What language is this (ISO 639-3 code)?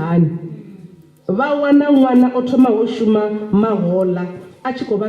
ven